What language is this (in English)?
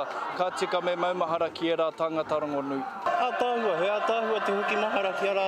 Māori